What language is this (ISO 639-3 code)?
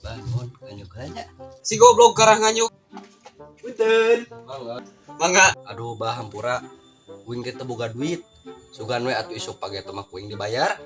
sun